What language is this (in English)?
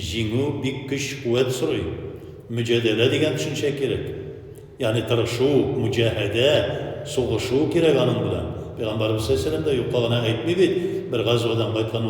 Tatar